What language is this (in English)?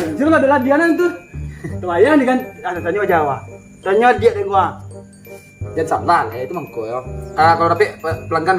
Minangkabau